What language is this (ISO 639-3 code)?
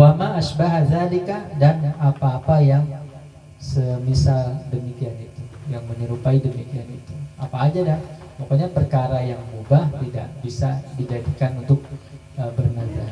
bew